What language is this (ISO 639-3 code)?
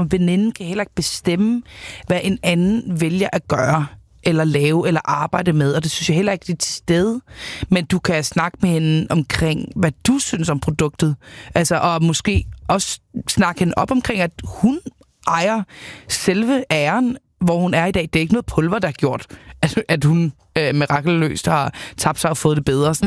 dan